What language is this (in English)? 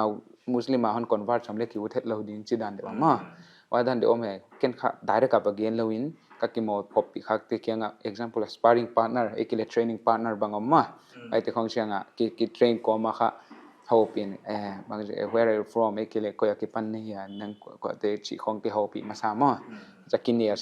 Paite Chin